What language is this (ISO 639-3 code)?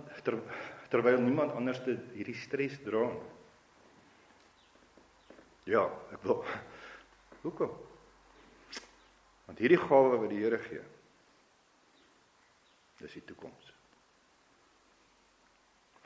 afr